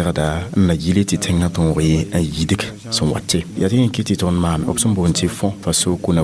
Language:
Mossi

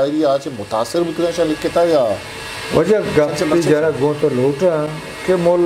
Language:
Eastern Balochi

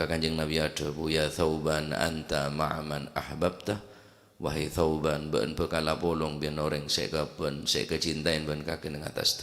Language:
Madurese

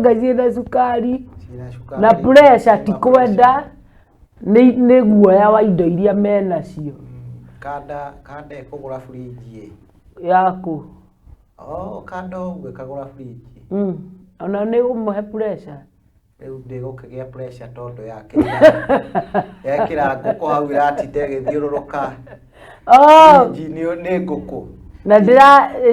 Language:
Kikuyu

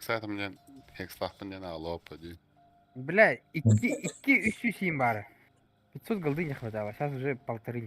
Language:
Yakut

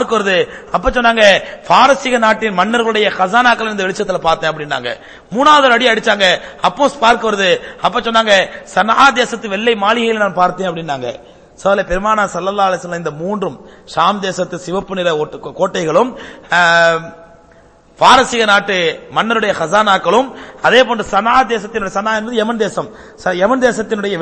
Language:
Tamil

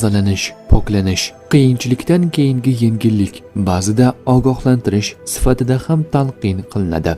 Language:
Uzbek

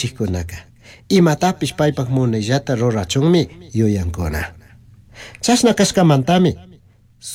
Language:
Chimborazo Highland Quichua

